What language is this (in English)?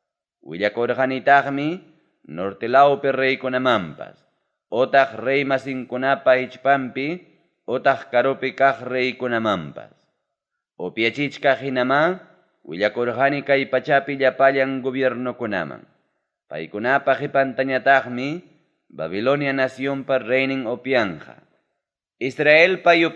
Ayacucho Quechua